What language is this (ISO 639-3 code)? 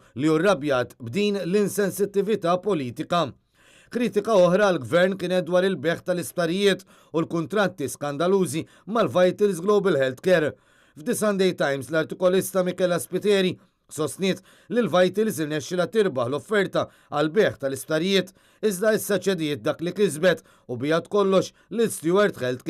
mlt